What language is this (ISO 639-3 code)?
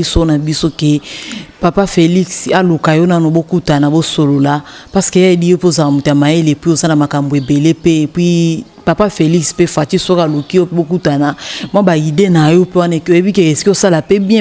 lin